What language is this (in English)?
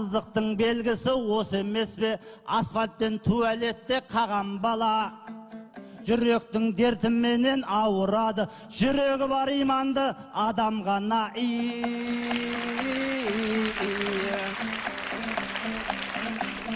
Kazakh